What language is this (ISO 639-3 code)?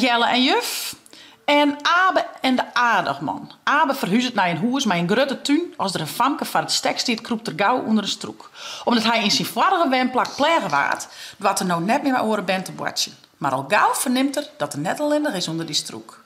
fry